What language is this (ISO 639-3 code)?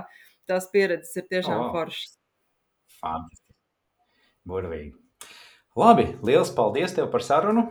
lav